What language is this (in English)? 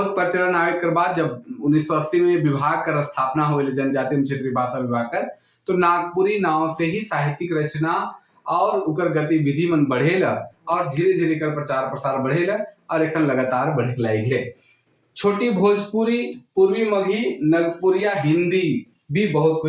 Sadri